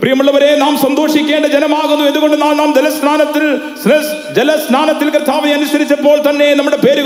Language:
Malayalam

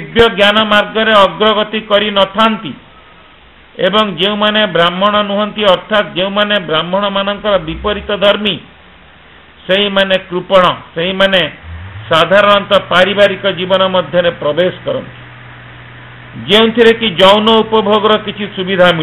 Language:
Odia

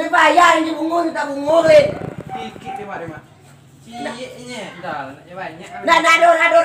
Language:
Minangkabau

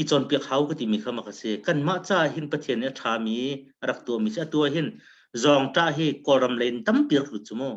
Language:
Hakha Chin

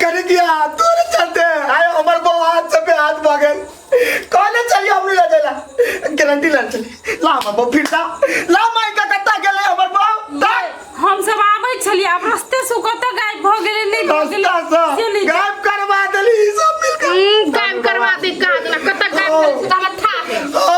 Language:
Maithili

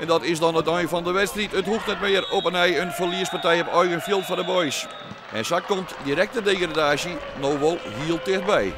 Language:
Western Frisian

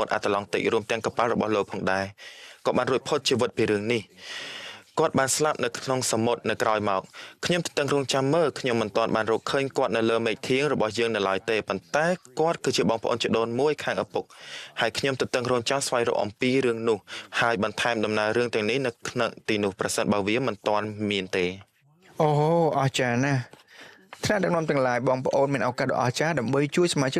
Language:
Khmer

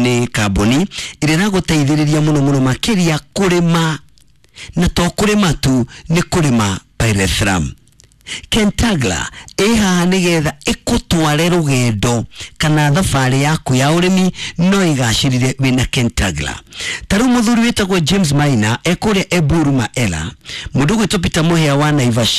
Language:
Kikuyu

